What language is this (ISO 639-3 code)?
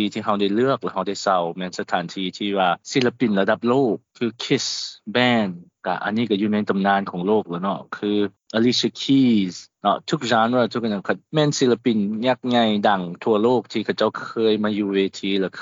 lao